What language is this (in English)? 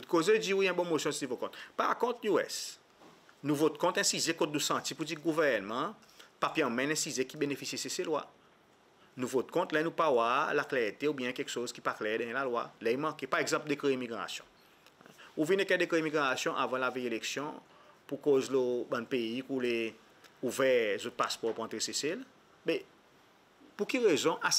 Seselwa Creole French